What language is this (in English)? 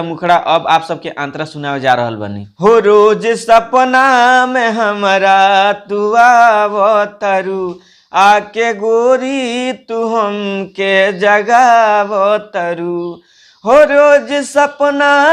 Bhojpuri